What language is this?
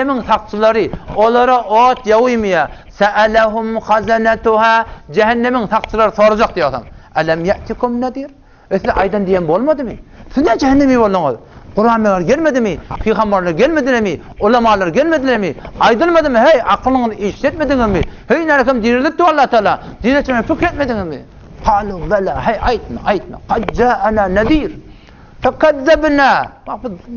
Turkmen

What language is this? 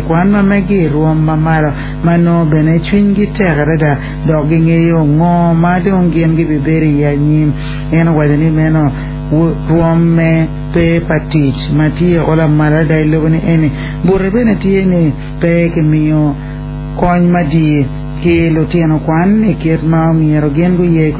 Acoli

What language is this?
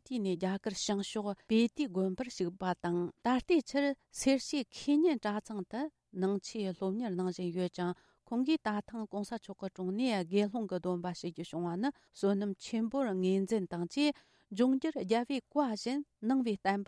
Tibetan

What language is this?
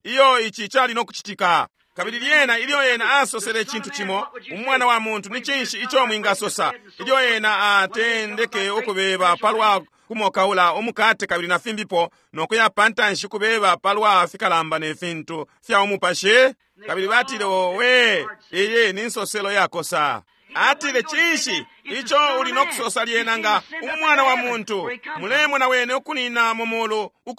Bemba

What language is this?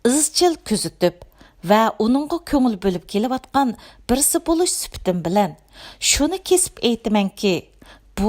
Uyghur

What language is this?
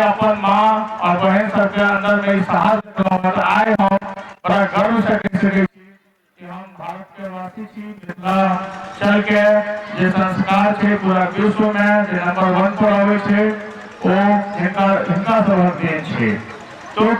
Maithili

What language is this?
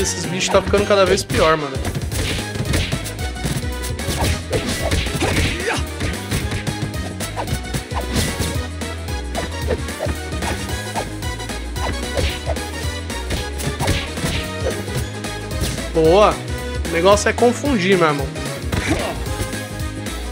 Portuguese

